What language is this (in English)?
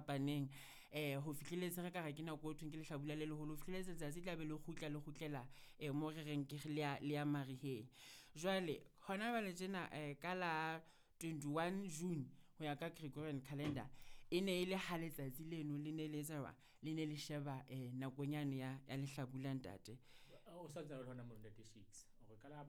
Southern Sotho